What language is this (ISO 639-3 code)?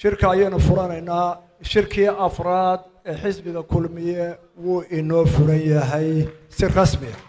som